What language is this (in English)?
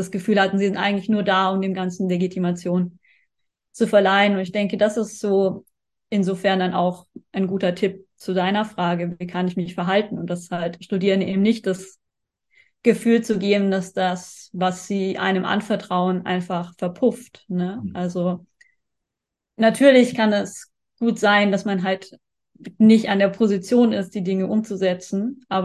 German